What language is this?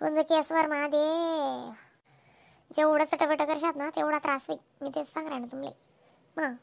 Khandesi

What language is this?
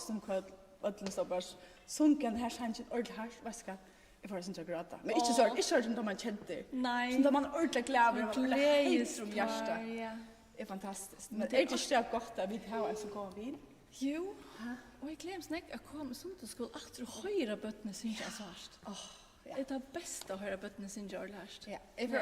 Faroese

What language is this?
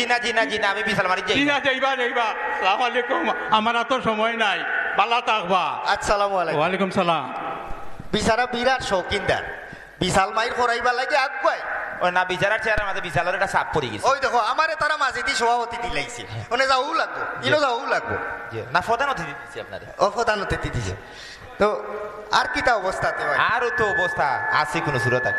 Sylheti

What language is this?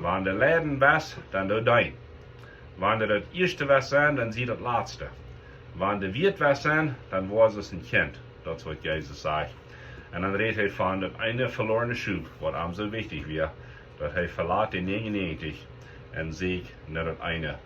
Plautdietsch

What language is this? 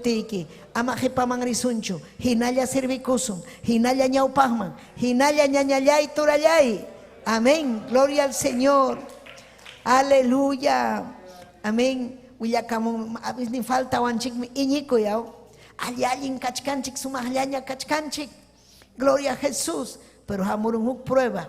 Ayacucho Quechua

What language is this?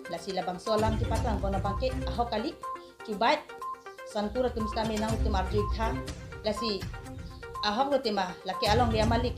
Karbi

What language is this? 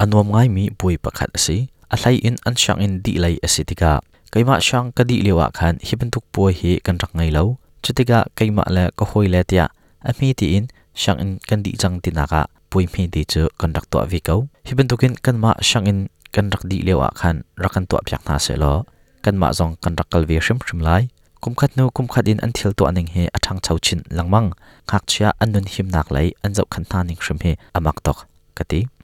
Hakha Chin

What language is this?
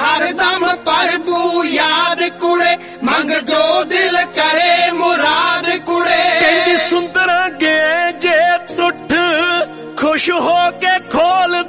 Punjabi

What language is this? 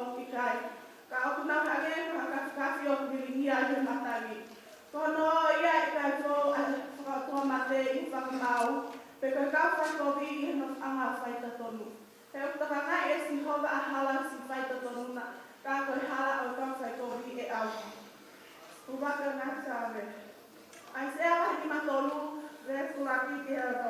Tongan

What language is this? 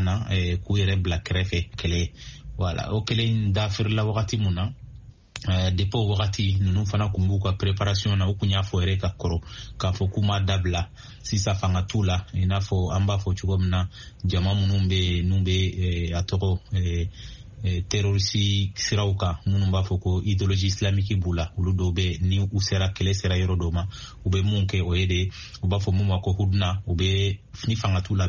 Bambara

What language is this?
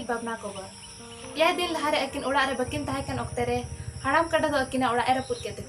Santali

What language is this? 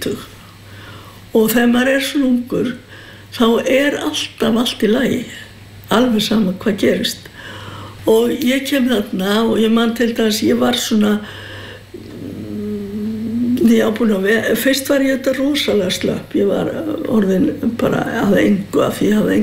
Icelandic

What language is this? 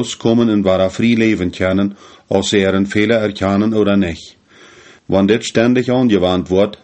Plautdietsch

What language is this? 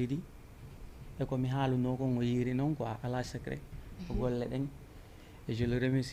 Fula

